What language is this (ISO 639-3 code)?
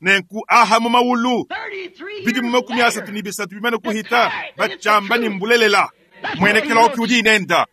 lua